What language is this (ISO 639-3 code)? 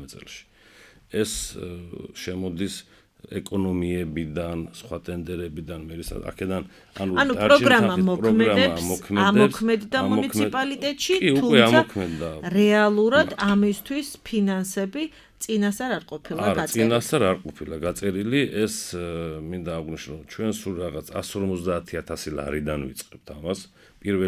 kat